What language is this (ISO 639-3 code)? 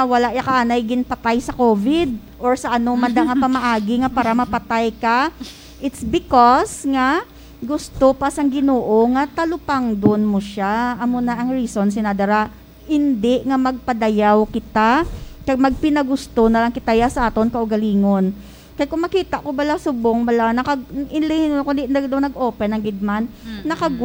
hil